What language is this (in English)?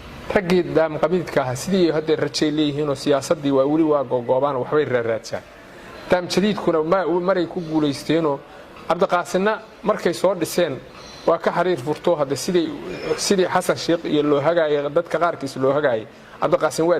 Somali